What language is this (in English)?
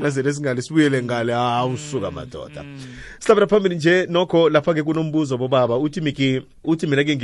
South Ndebele